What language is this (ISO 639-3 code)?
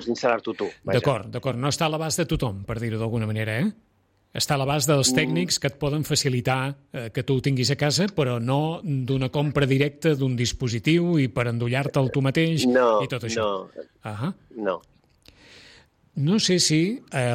cat